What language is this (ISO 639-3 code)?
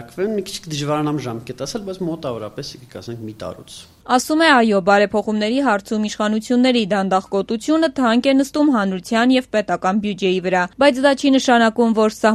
hye